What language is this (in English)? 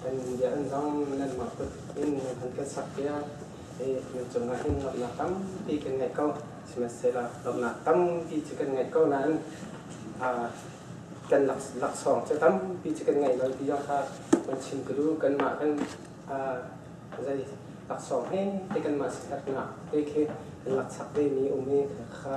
Hakha Chin